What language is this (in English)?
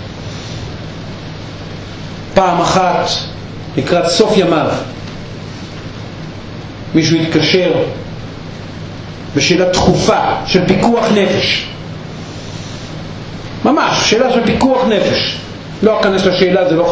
Hebrew